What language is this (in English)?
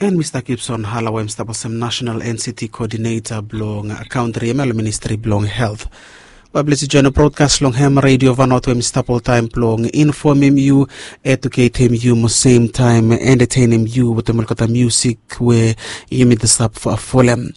Bislama